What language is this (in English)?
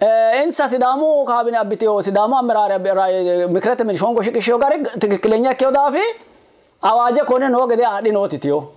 Sidamo